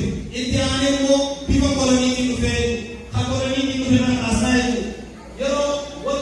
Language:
Oromo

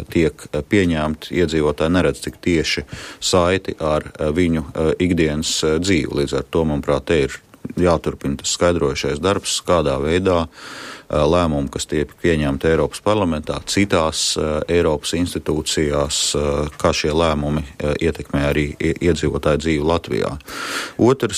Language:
Latvian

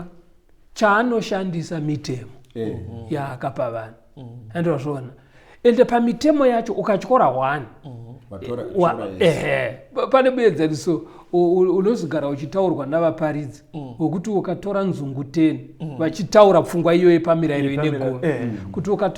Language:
Shona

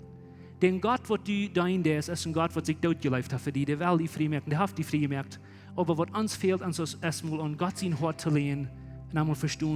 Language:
Plautdietsch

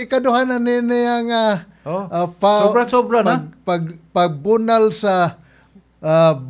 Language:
Cebuano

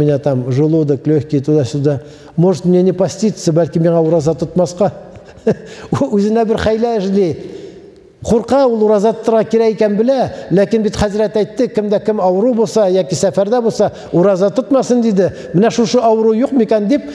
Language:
Tatar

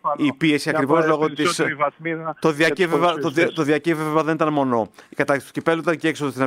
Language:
Greek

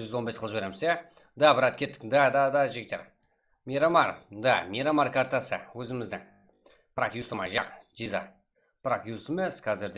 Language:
Kara-Kalpak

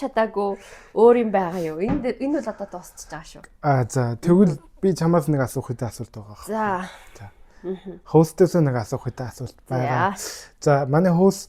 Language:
Mongolian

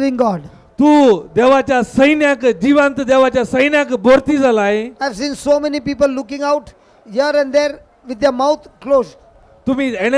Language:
Konkani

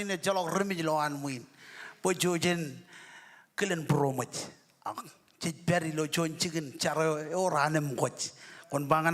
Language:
Marshallese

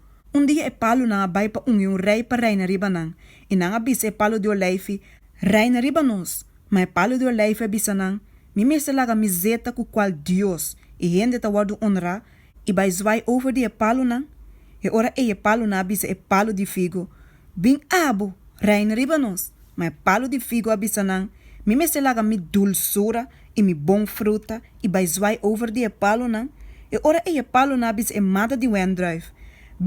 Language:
Papiamento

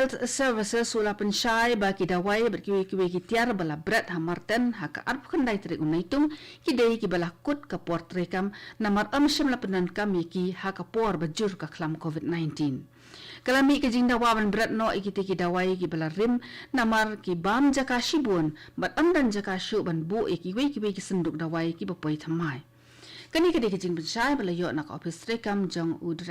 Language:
Khasi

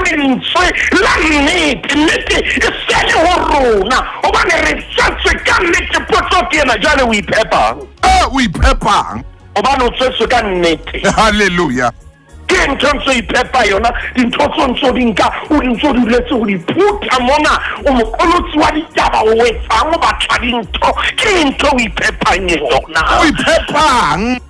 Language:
Southern Sotho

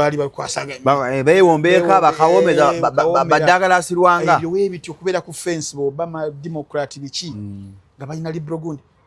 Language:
Ganda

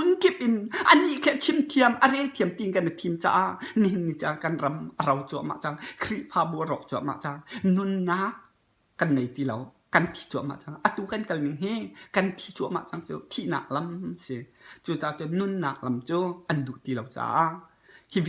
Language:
Hakha Chin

